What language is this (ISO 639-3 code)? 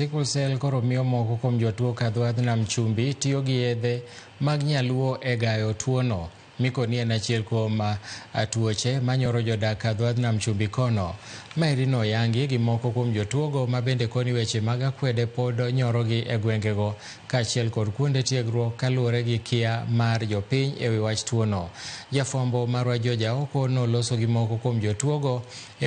luo